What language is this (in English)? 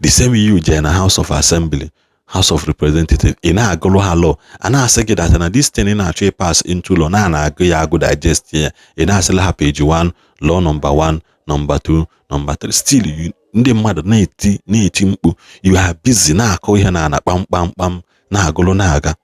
Igbo